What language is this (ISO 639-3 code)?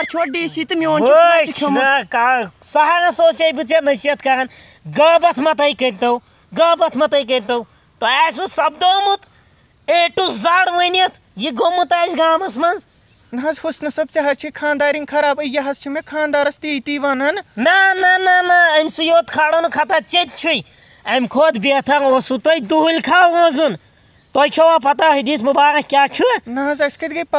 kas